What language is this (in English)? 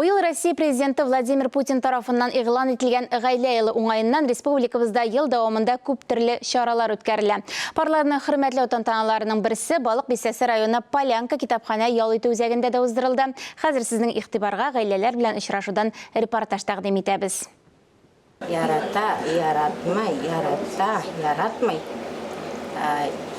Tatar